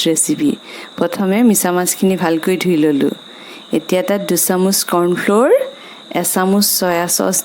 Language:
Assamese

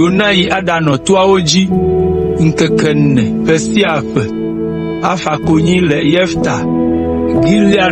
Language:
Ewe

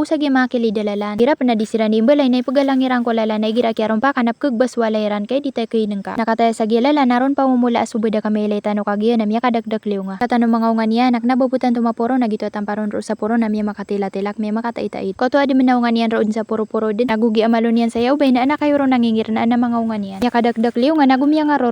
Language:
Maranao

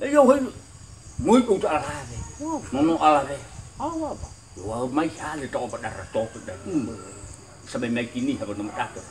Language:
Nias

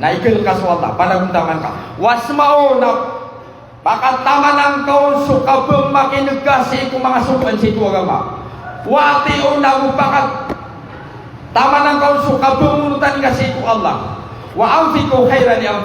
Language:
Maranao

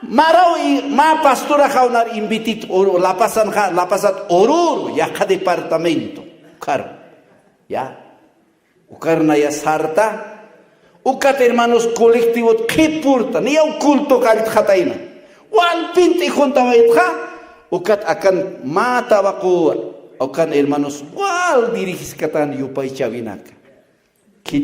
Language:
Aymara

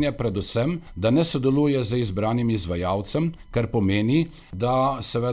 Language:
Slovenian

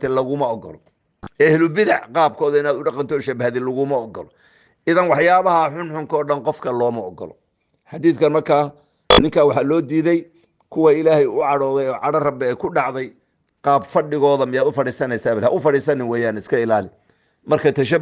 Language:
Somali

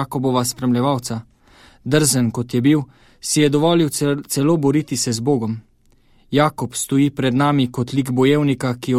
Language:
Slovenian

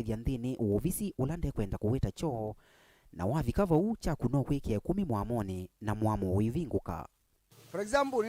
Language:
Kamba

